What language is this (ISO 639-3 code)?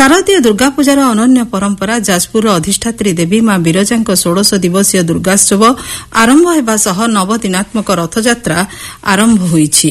ori